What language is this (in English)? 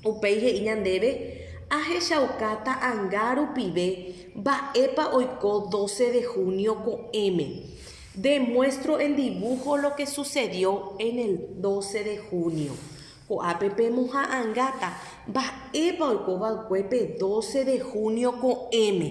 Guarani